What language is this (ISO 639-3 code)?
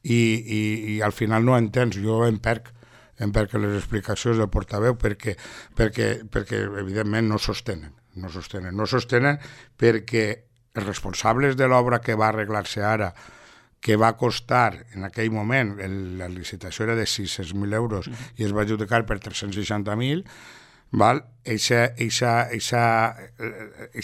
cat